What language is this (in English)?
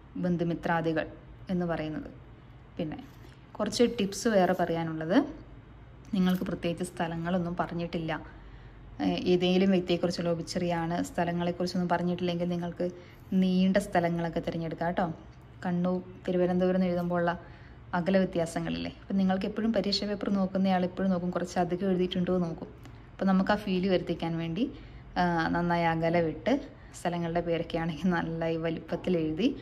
Malayalam